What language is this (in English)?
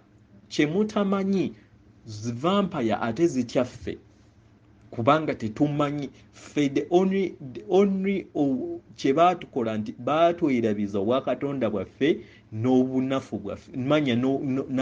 Ganda